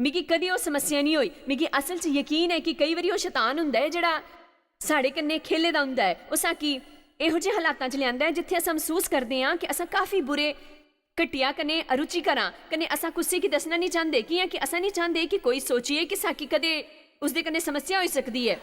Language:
Dogri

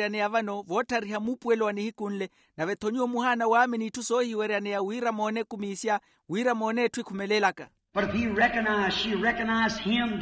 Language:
Makhuwa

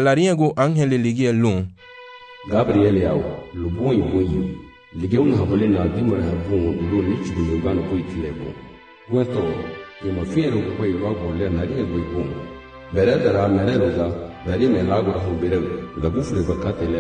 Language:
Garifuna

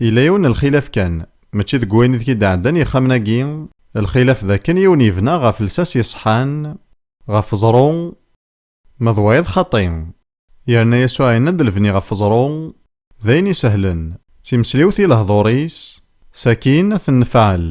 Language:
Kabyle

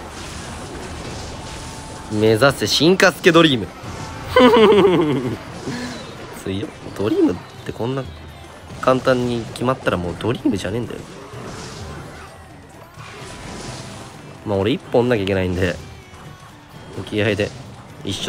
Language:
Japanese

